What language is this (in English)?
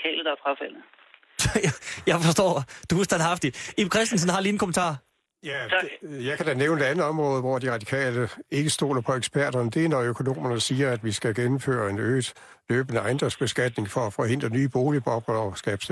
Danish